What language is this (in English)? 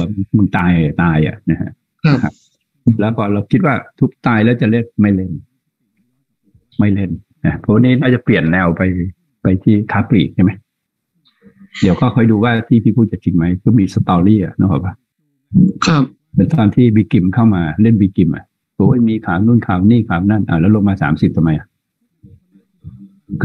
Thai